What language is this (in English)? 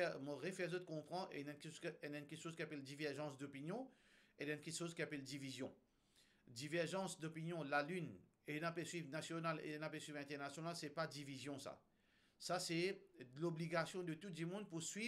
Morisyen